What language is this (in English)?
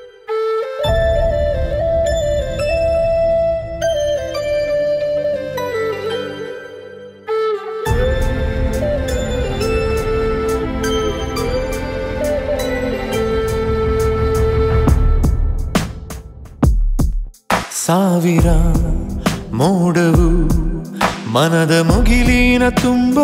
Kannada